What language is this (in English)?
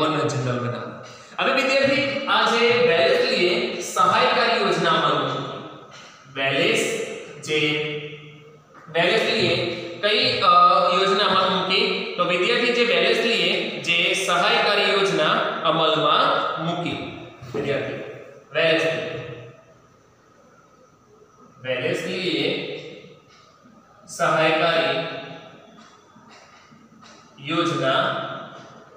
Gujarati